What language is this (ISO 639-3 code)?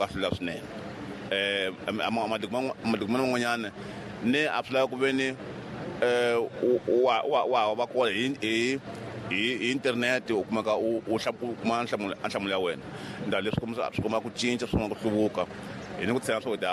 tso